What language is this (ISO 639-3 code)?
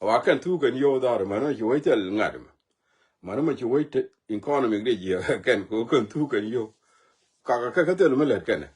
nus